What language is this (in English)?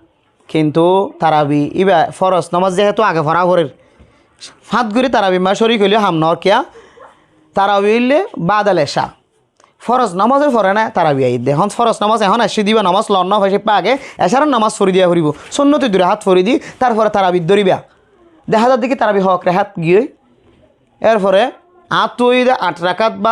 Rohingya